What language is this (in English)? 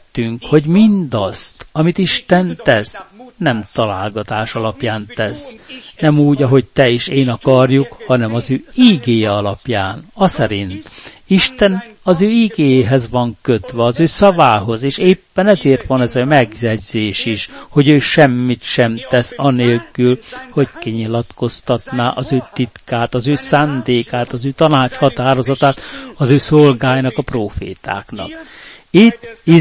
Hungarian